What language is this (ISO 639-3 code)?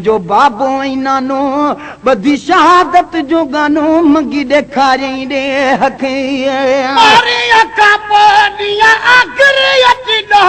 snd